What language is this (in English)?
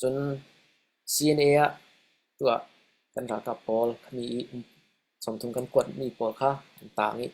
Falam Chin